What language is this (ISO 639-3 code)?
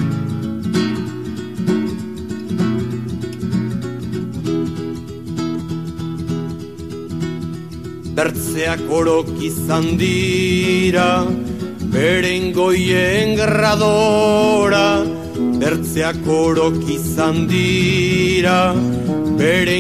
eus